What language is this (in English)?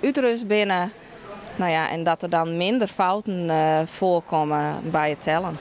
Western Frisian